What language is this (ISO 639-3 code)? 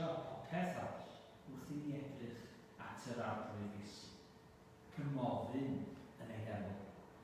cym